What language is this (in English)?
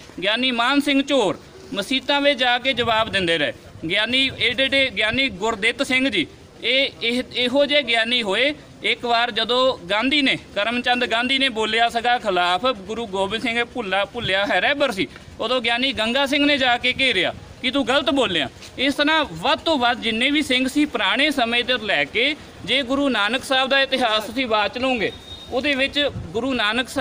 Punjabi